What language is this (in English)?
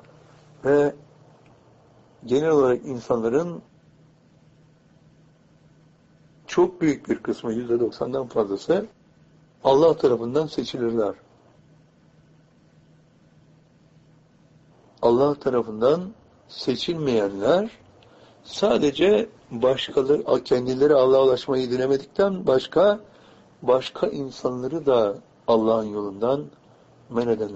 Turkish